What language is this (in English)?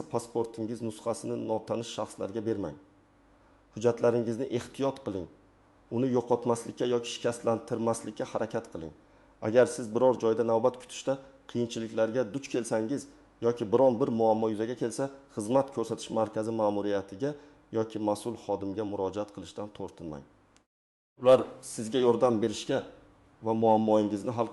Uzbek